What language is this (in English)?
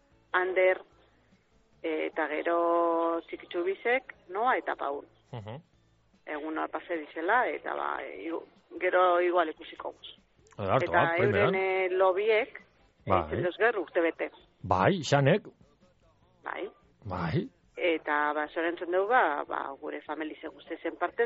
Basque